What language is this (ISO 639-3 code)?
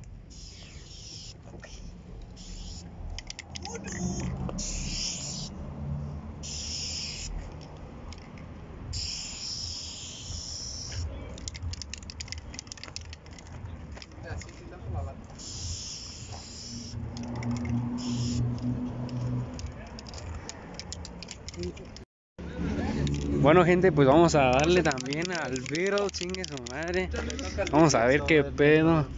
spa